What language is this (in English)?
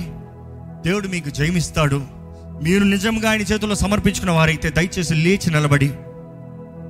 Telugu